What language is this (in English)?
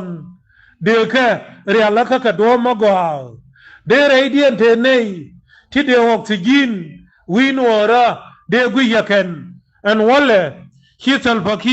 Nuer